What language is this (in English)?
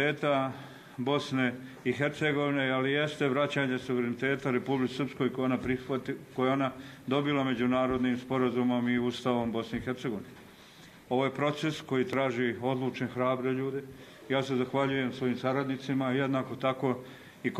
Bosnian